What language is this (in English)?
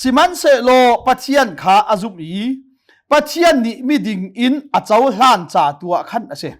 Hakha Chin